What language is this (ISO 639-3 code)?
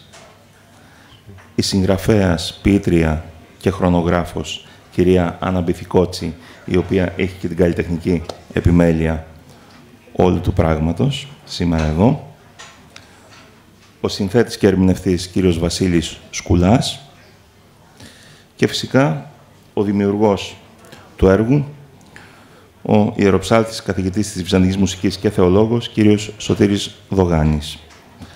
ell